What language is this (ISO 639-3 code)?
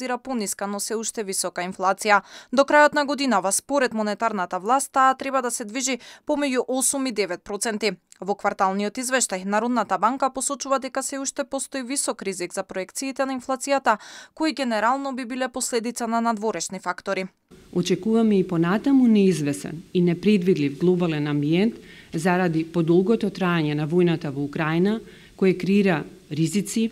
mkd